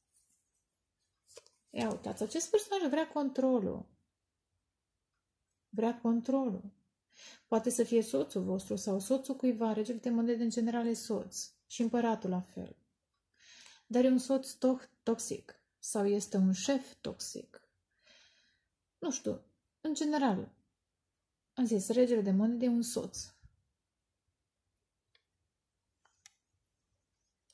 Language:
Romanian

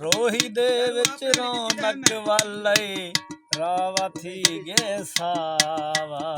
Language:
Saraiki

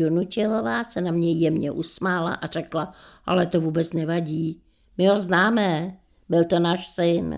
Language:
Czech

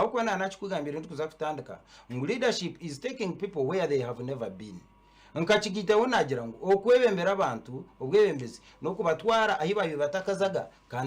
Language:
Nyankole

